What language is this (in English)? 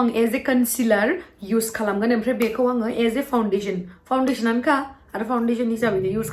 Bodo